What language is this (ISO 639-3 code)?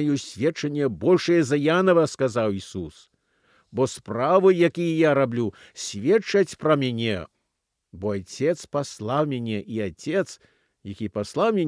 bel